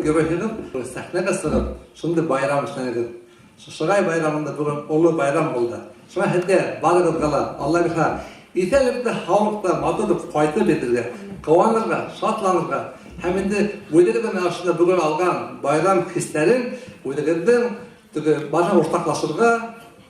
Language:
Bashkir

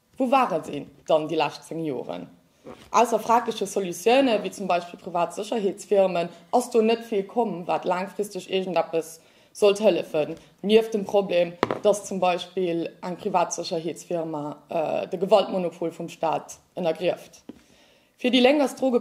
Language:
Luxembourgish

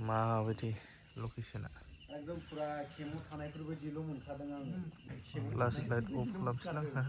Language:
Bodo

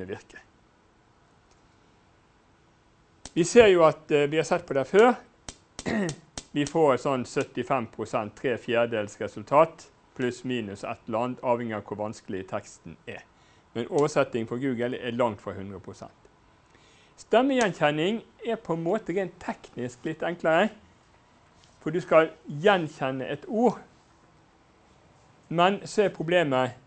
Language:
Norwegian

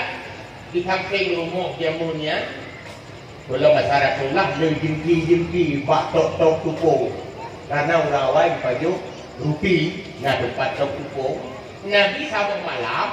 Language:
Achinese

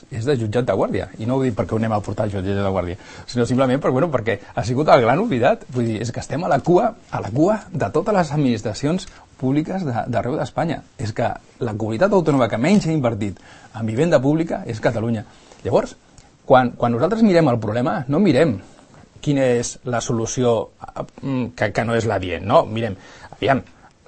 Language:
Catalan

